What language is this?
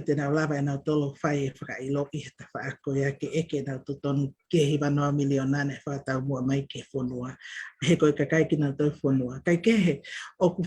Tongan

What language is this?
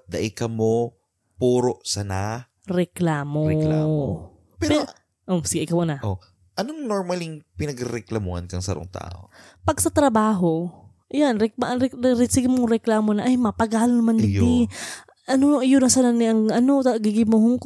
Bikol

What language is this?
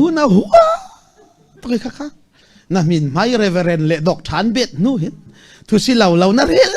Falam Chin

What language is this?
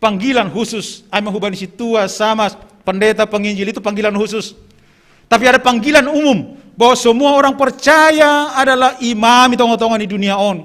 Batak Simalungun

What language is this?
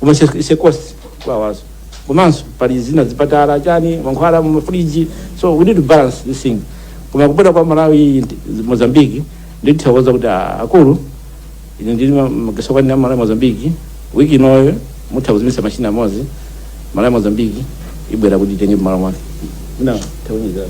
Nyanja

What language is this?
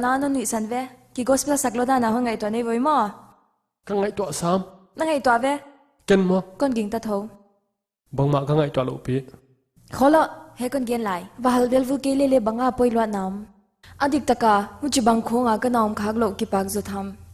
Paite Chin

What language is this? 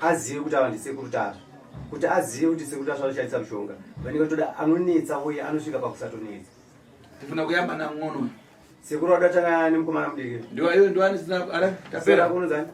Shona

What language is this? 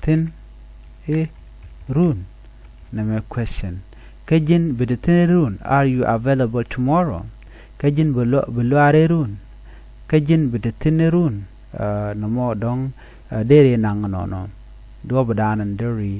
Nuer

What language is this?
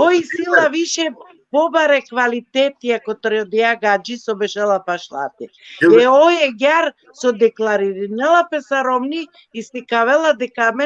Balkan Romani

